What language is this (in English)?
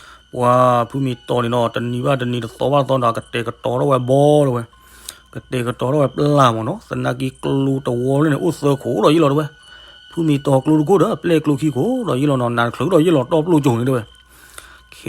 S'gaw Karen